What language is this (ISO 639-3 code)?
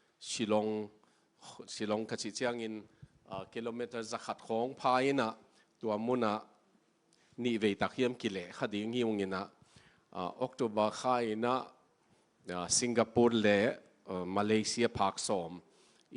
ctd